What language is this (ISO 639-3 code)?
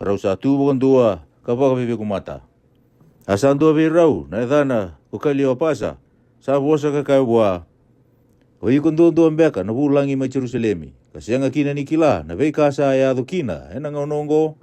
fij